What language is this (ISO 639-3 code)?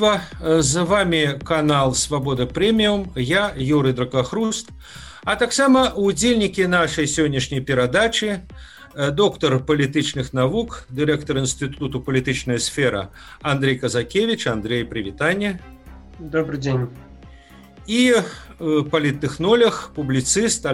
bel